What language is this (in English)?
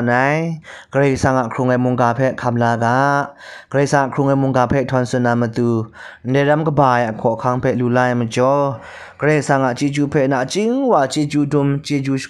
Kachin